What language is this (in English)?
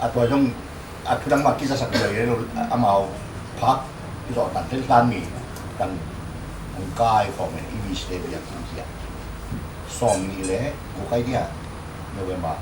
Tedim Chin